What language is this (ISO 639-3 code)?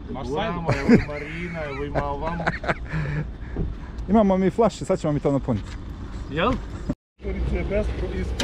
bos